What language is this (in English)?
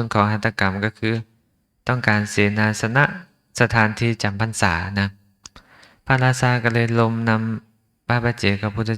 Lao